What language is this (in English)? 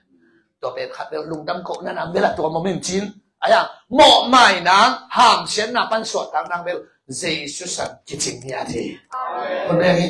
Tedim Chin